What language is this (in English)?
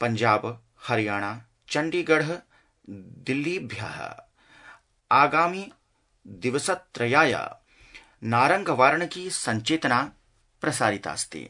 Sanskrit